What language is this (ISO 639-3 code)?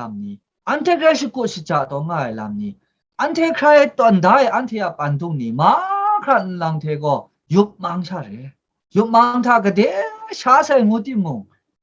kac